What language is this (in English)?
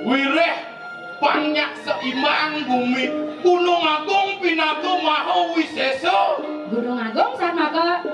Balinese